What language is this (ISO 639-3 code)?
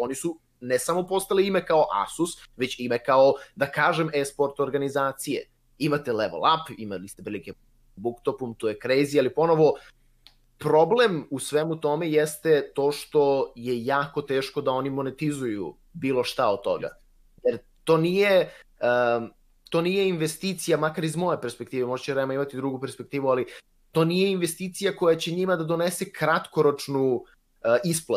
srp